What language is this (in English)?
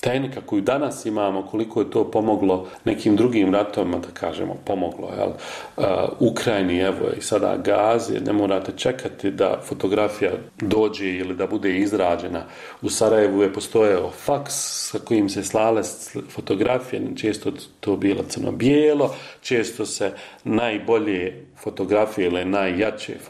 Bosnian